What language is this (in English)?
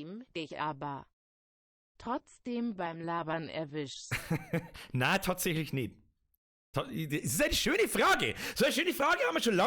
Bavarian